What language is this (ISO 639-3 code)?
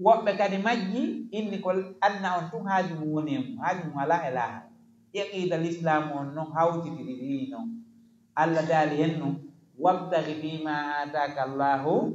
ful